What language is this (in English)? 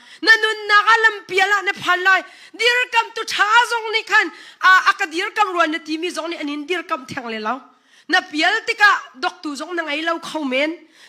Hakha Chin